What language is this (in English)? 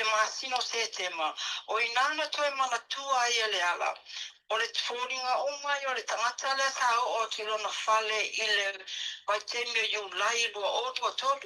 Samoan